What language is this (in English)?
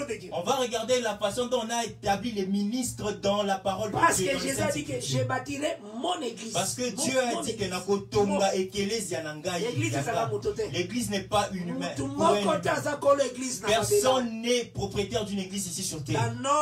French